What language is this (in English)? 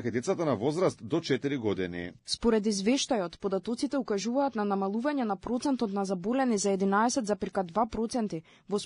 Macedonian